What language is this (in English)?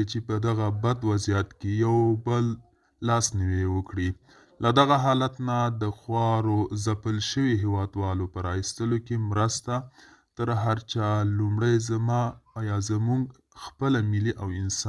Pashto